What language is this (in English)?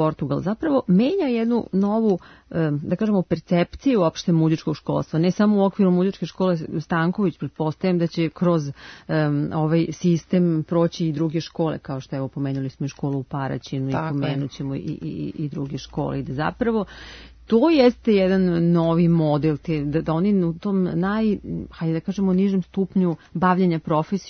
Serbian